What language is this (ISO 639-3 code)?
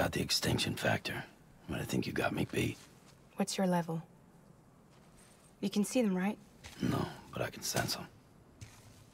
eng